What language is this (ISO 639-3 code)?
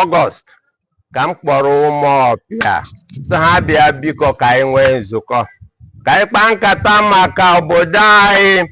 ibo